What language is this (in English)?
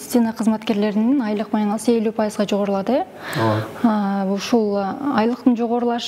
Kyrgyz